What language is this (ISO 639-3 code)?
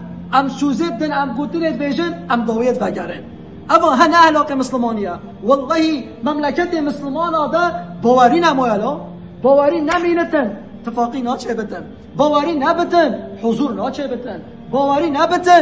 kur